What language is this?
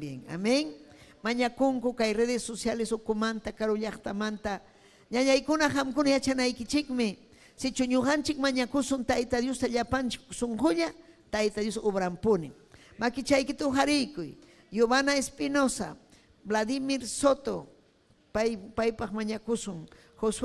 Ayacucho Quechua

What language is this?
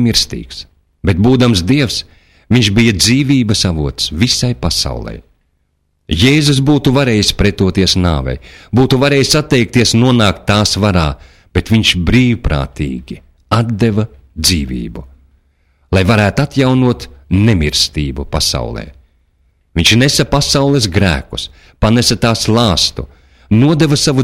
Latvian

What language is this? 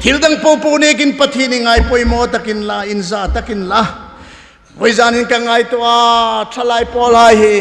Hmar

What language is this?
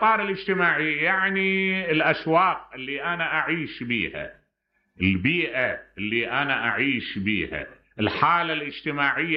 Mesopotamian Arabic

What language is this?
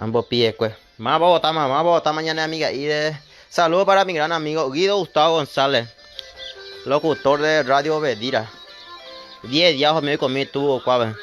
Guarani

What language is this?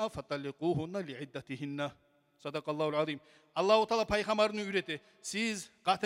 Kumyk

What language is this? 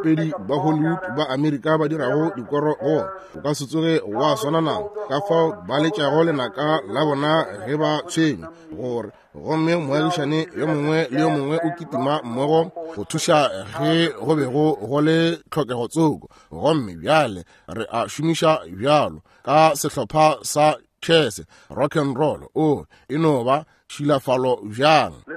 Northern Sotho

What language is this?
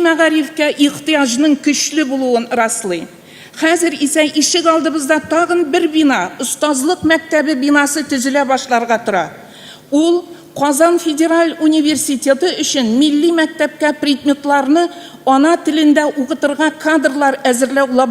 Tatar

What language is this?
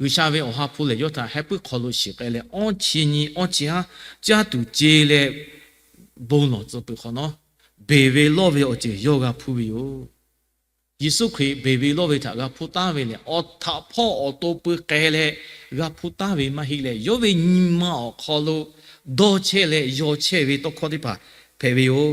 Lahu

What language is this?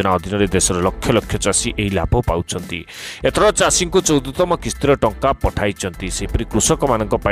Odia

